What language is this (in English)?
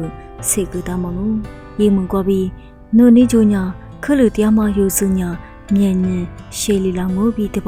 Lisu